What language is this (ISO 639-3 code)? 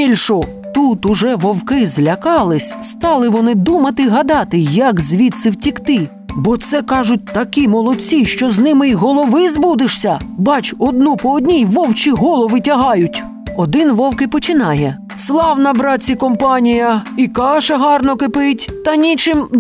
ukr